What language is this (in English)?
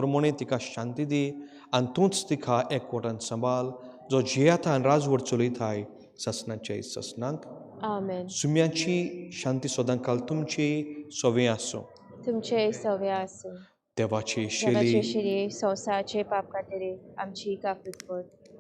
Konkani